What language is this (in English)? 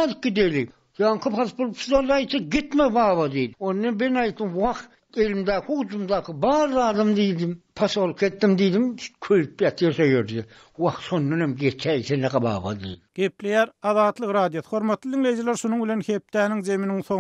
Turkmen